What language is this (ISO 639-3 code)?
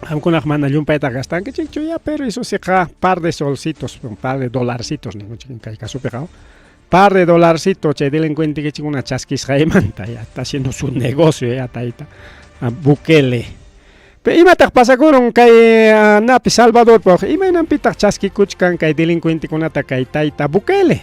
quy